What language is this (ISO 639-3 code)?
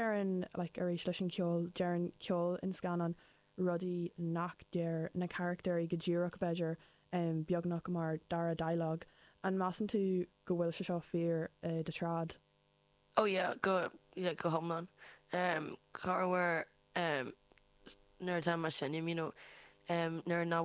gle